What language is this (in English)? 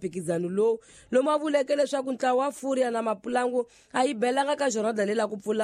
Tsonga